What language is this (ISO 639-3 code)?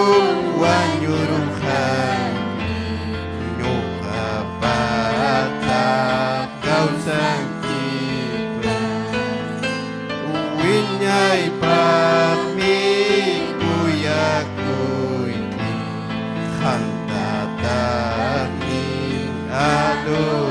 quy